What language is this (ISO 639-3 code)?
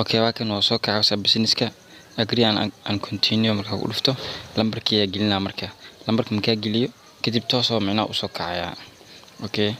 som